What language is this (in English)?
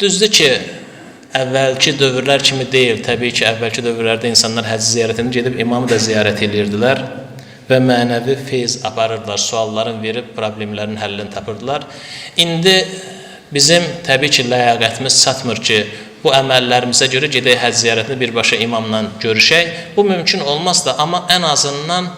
Azerbaijani